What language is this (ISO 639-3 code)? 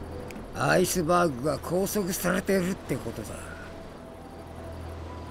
jpn